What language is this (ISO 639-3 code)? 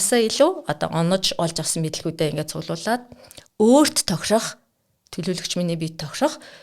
mon